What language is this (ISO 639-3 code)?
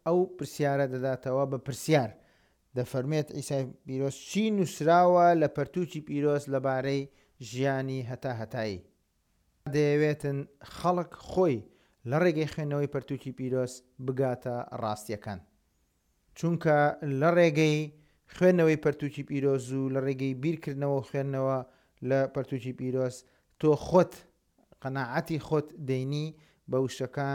ckb